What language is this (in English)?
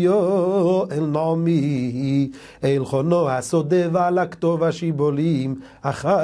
Hebrew